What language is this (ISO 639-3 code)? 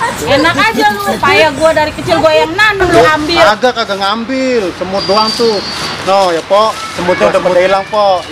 bew